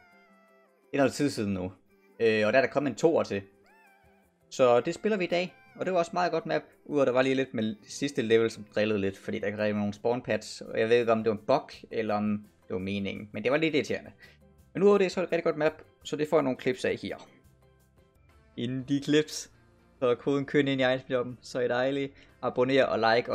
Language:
Danish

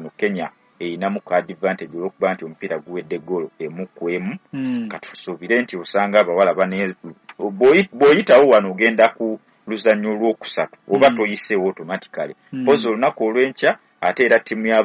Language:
Ganda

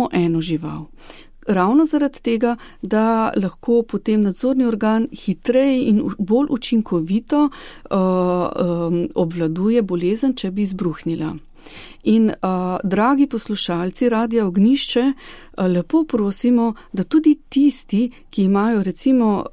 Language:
Slovenian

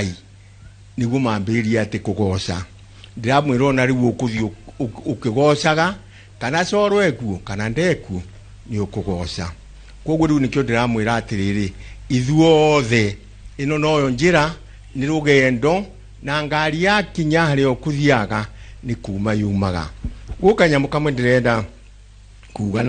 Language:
Kikuyu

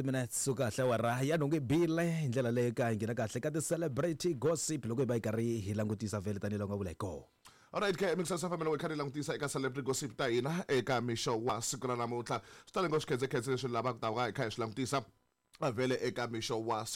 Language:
Tsonga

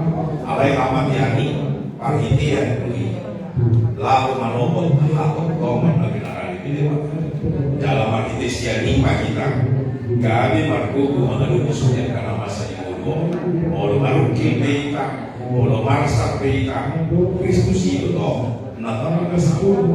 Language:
Batak Toba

